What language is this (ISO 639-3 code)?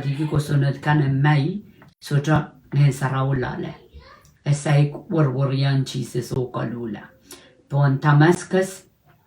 pon